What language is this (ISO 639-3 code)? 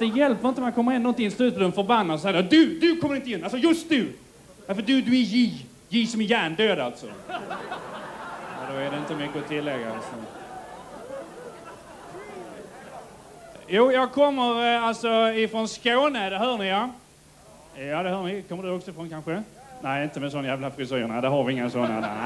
swe